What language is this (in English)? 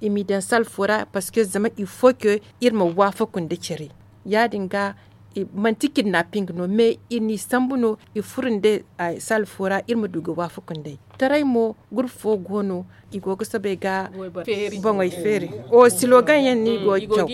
Zarma